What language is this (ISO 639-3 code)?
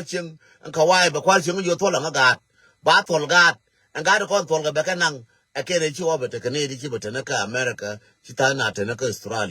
nus